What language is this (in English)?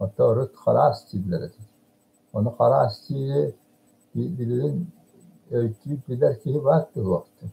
Yakut